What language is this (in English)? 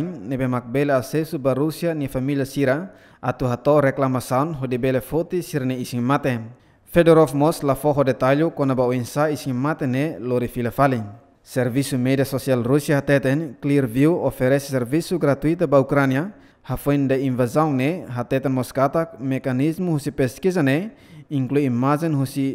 Tetum